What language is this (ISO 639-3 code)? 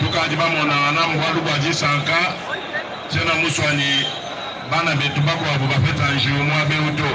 lua